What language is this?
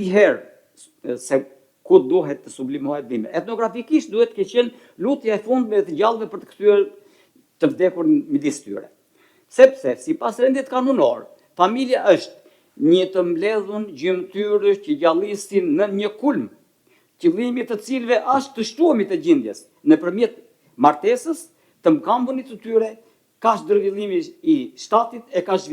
Albanian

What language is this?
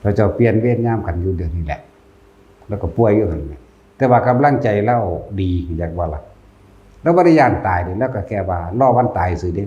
Northeastern Thai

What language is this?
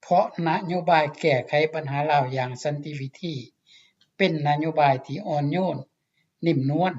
Lao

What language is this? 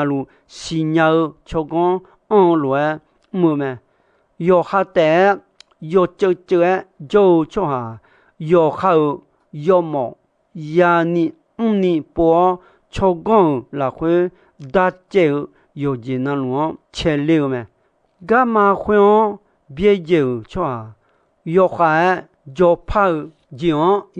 Akha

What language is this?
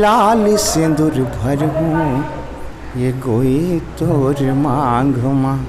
Chhattisgarhi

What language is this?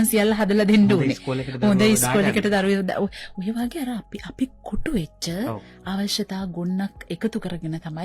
Sinhala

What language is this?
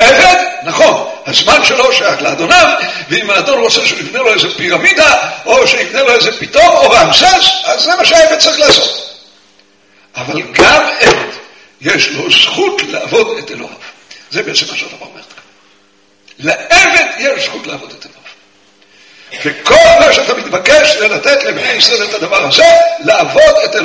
Hebrew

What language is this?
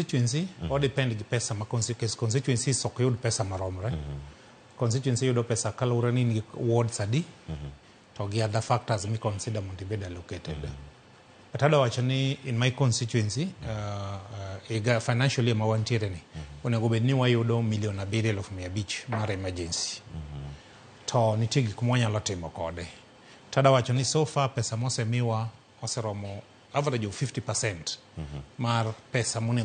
Luo (Kenya and Tanzania)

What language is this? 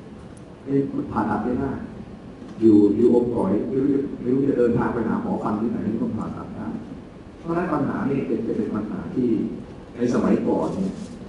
Thai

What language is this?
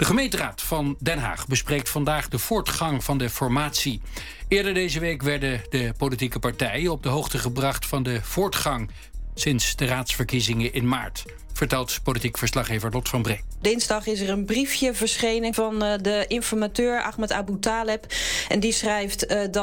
Dutch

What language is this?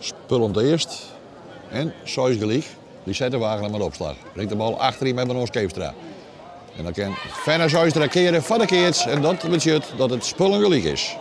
Western Frisian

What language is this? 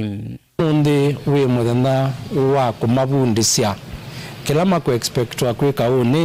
Kamba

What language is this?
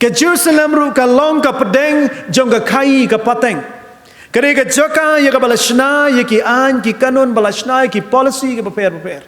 Khasi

